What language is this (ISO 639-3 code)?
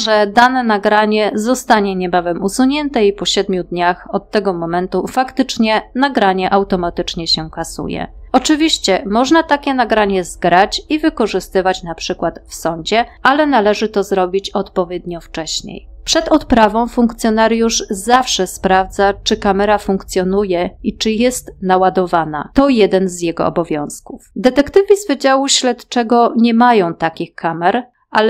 pol